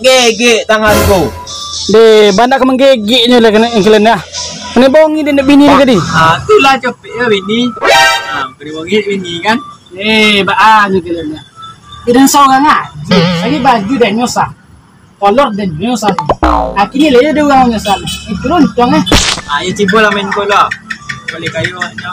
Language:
Minangkabau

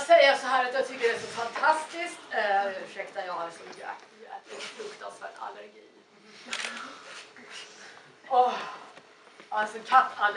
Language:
Swedish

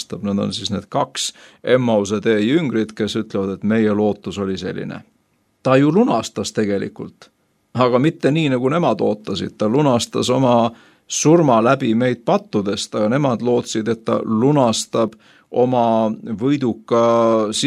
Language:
Estonian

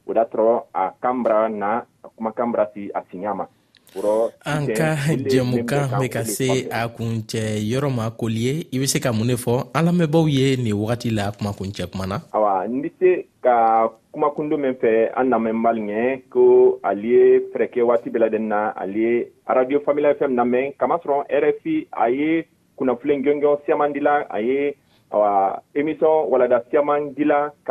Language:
Bambara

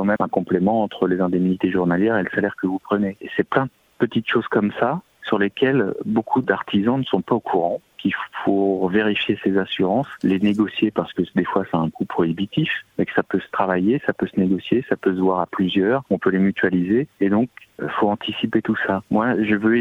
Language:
French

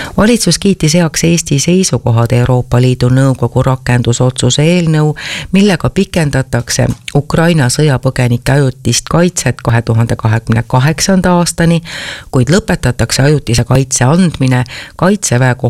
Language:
Estonian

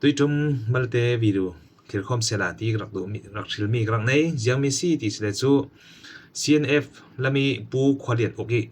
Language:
Falam Chin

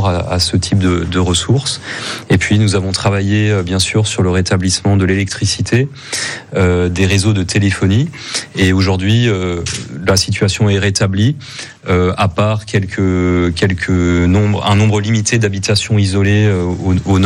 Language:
French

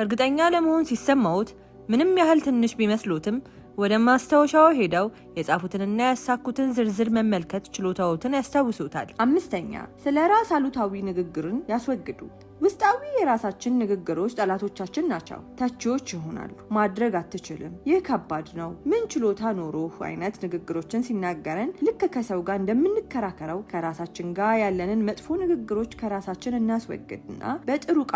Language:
Amharic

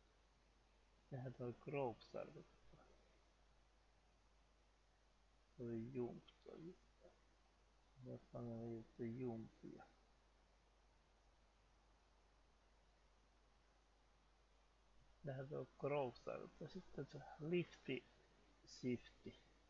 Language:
Finnish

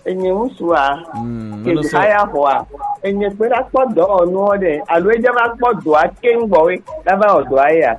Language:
Gen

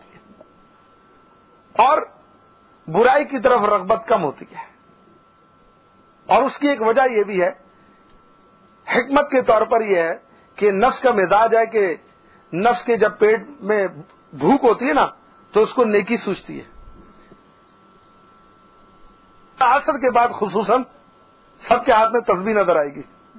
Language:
Urdu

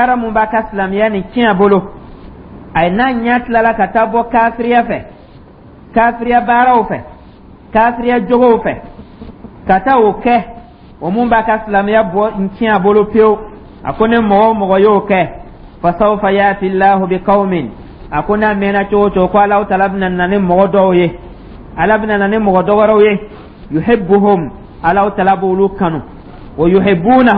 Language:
Dyula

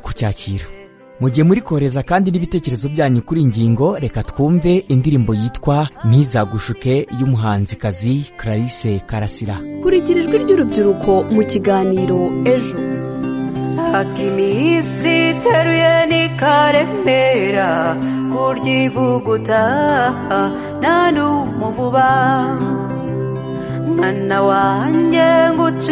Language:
Kinyarwanda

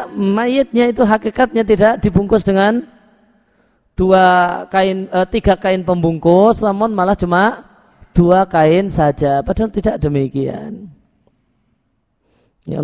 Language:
Indonesian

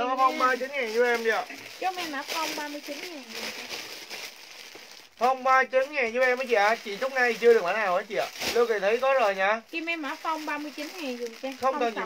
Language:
Vietnamese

